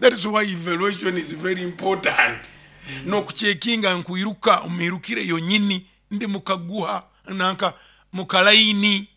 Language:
Nyoro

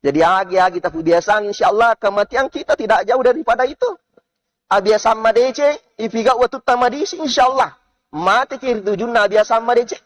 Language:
Buginese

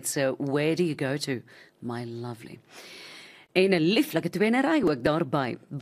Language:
Afrikaans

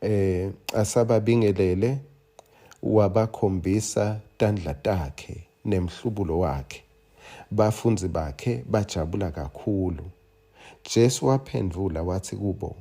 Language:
Swati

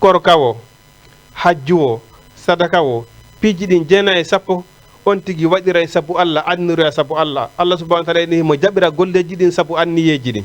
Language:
Fula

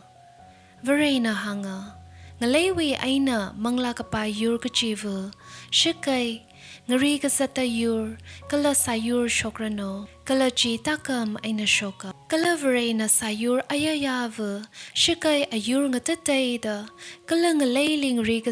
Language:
Tangkhul Naga (India)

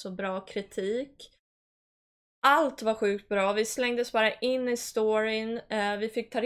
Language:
Swedish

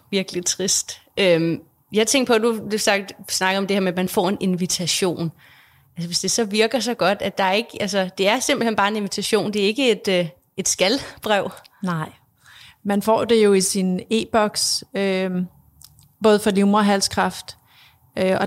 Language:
Danish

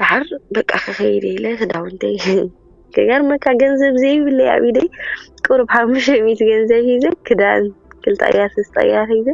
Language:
Tigrinya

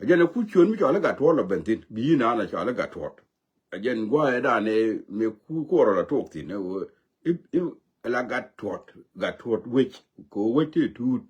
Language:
Nuer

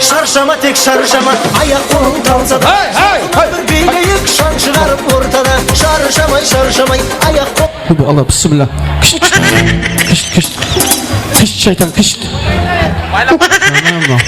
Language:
Kara-Kalpak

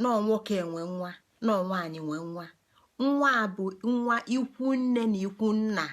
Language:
Igbo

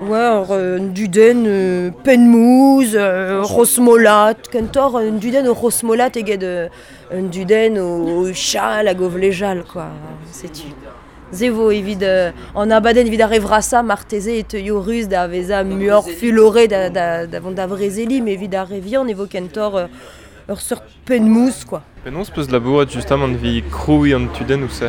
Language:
Breton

